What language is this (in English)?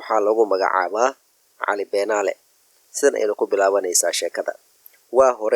Somali